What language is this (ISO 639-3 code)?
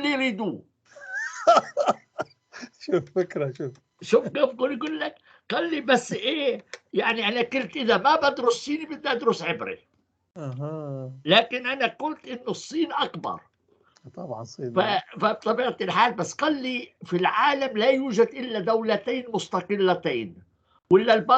apc